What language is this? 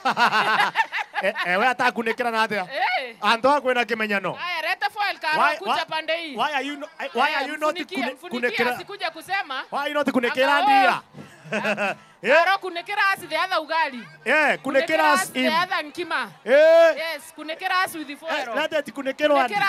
Meru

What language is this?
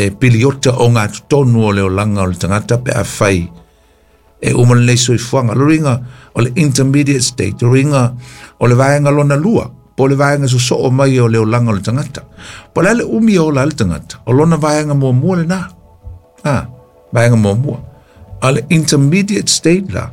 Samoan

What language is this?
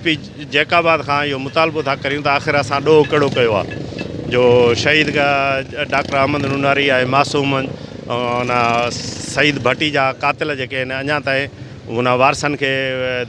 Sindhi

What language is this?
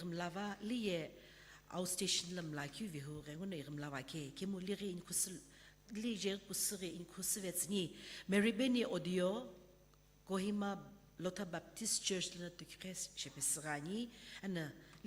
Sumi Naga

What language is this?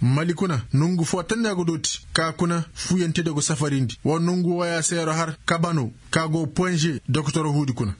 Koyraboro Senni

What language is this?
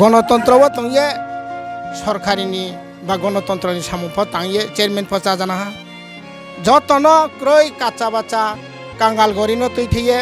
Riang (India)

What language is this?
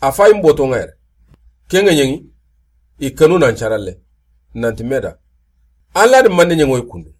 Soninke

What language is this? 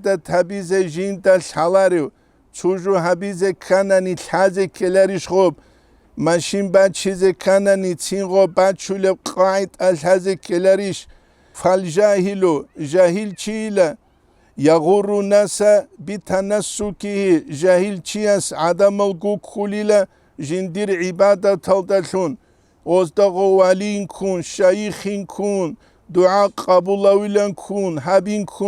Avaric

